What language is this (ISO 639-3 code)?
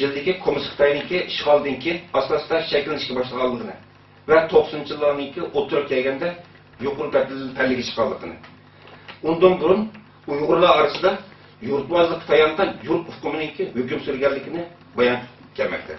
uig